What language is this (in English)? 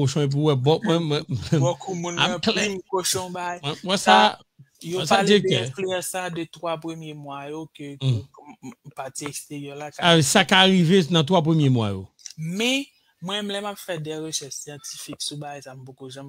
Haitian Creole